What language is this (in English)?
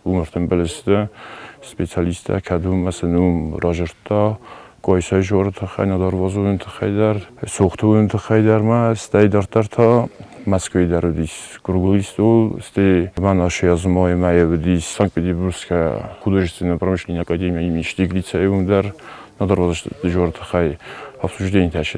Ossetic